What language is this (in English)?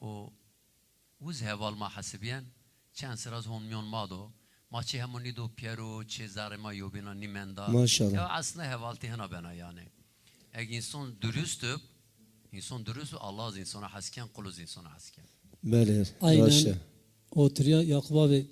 Zaza